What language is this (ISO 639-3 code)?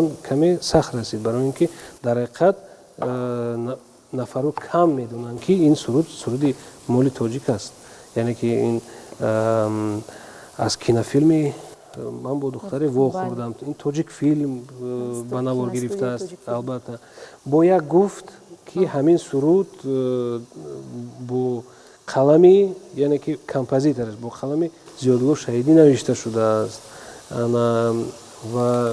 tgk